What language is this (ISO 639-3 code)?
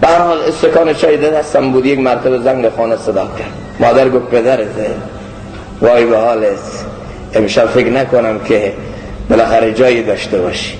fas